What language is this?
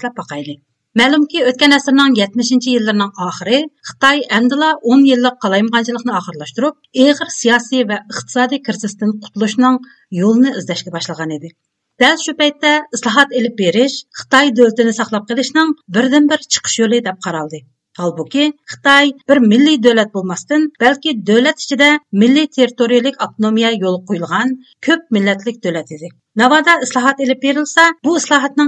Uyghur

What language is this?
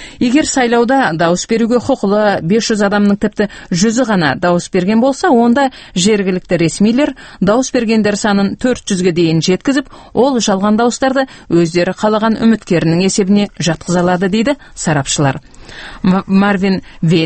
Kazakh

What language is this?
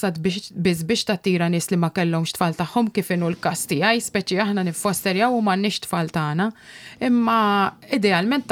Maltese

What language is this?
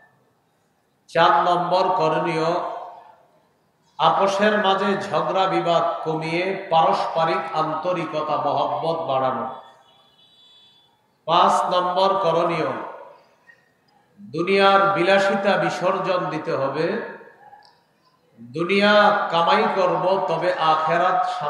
Bangla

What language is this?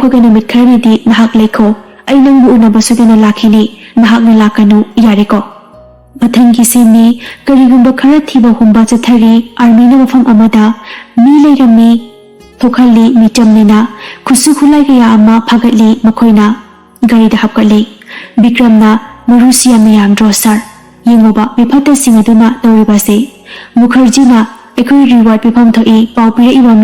Manipuri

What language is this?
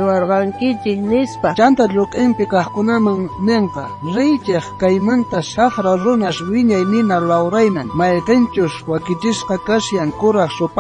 South Bolivian Quechua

